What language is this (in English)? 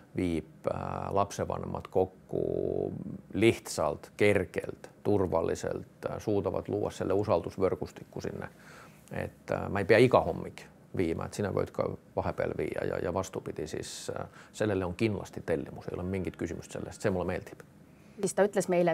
Estonian